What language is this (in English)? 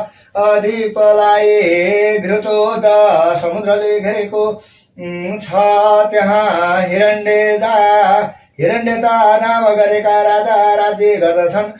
Nepali